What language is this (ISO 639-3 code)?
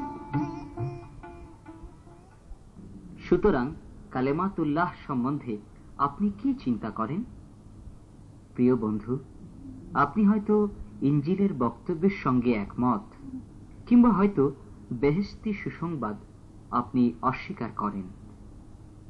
ben